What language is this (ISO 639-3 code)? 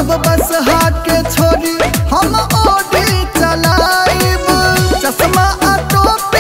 bho